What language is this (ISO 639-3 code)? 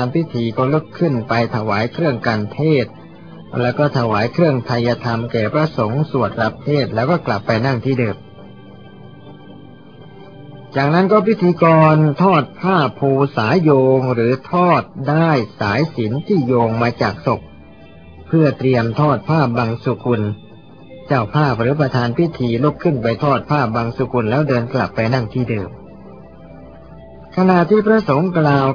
tha